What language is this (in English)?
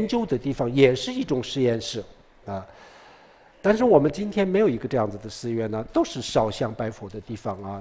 Chinese